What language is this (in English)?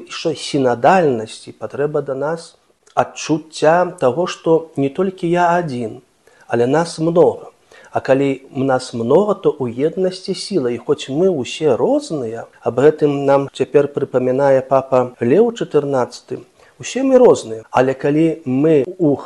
Belarusian